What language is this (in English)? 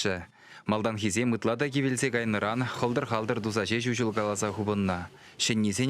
Chuvash